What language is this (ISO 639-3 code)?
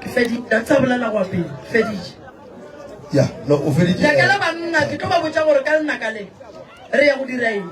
nso